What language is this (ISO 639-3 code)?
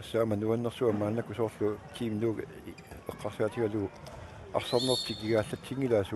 kal